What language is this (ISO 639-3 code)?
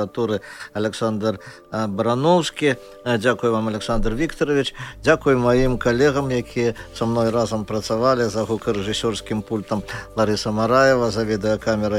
bel